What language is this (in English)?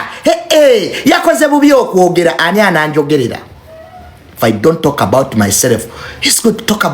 Ganda